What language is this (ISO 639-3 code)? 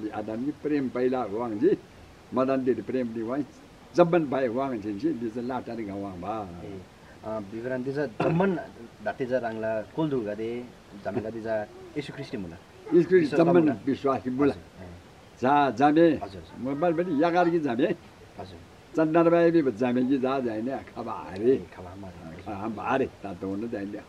taj